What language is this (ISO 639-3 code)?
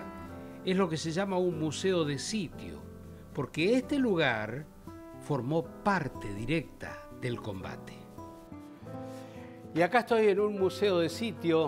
spa